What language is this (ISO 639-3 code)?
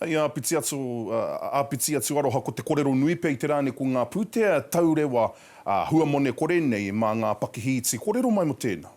mri